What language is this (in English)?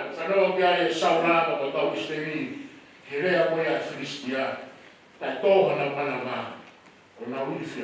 Tongan